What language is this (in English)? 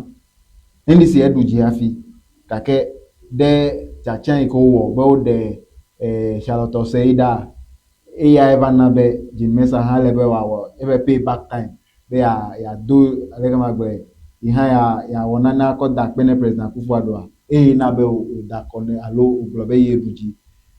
Ewe